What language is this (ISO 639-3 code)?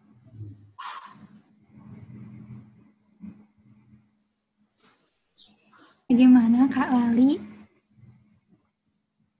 ind